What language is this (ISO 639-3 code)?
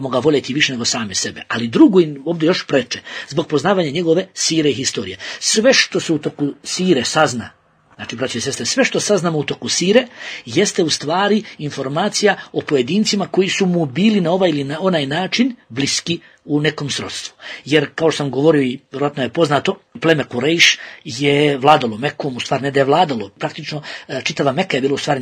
bos